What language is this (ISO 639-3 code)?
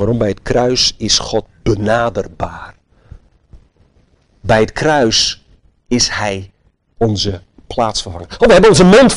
nld